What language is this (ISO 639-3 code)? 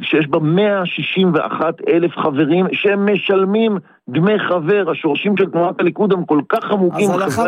heb